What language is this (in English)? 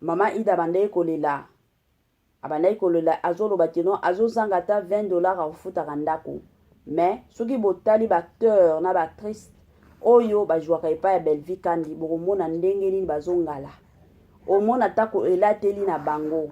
Lingala